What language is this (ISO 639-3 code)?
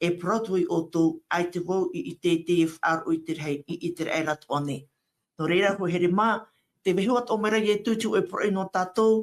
tah